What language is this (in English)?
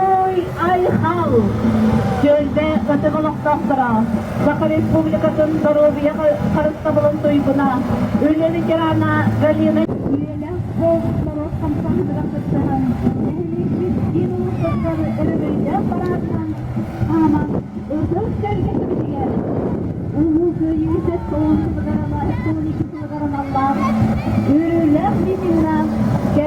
Yakut